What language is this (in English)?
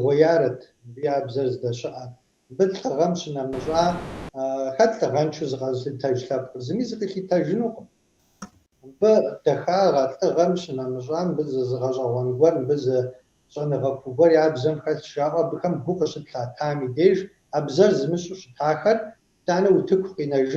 Kabardian